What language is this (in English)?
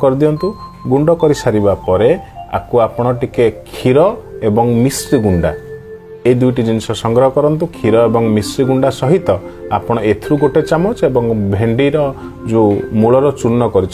Odia